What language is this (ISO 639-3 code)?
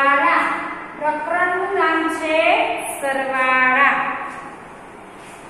guj